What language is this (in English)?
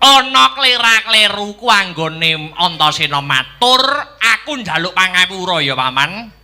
Javanese